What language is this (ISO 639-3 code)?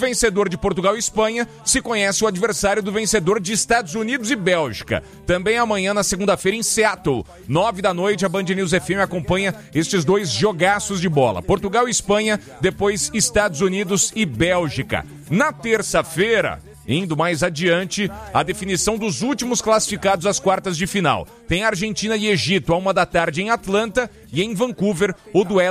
por